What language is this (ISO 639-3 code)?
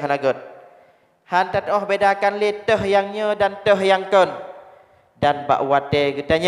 ace